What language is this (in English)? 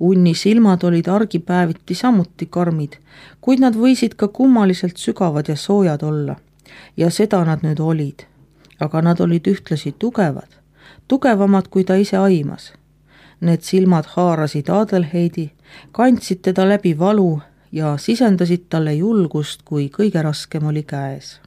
Estonian